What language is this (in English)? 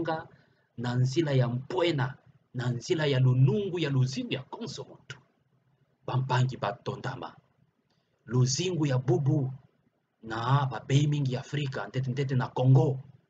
Kituba (Democratic Republic of Congo)